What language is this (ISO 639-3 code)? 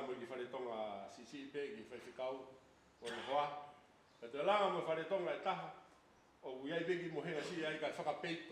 ton